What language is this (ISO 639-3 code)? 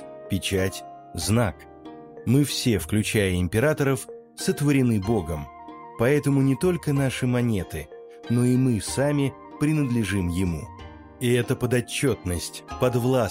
rus